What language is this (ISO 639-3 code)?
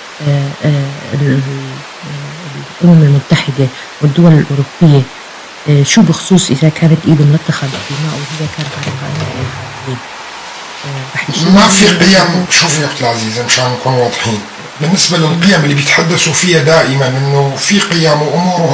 apc